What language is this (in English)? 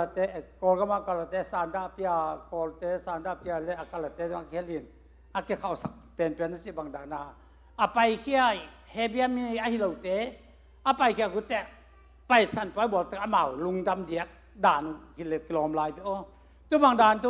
Tedim Chin